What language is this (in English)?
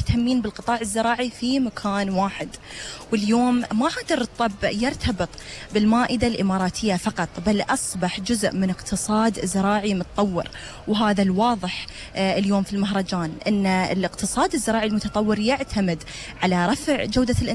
Gulf Arabic